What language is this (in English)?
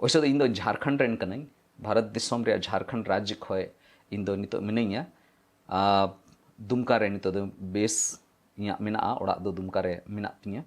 Santali